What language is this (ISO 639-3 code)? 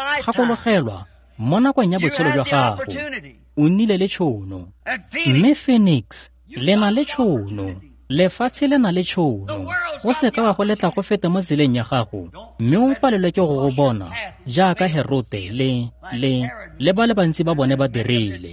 tsn